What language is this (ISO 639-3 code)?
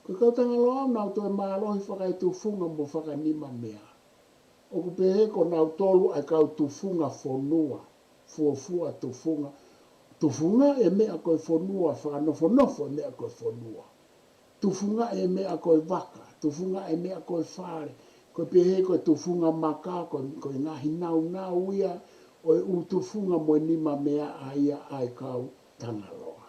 ton